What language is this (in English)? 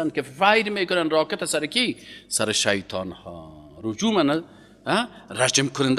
Persian